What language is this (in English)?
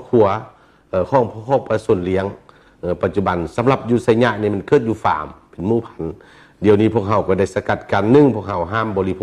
Lao